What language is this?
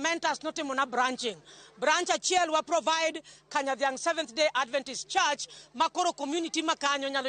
Luo (Kenya and Tanzania)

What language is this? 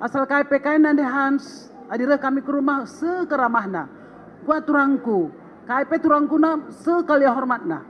Batak Karo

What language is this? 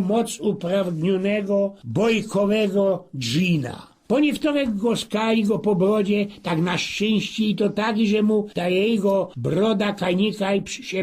Silesian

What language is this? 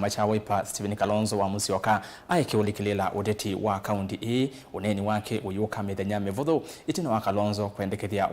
Kamba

